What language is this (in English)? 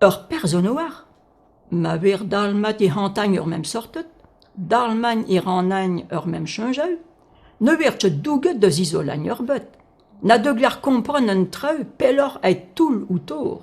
Breton